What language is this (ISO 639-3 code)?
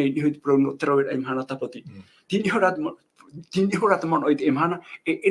tah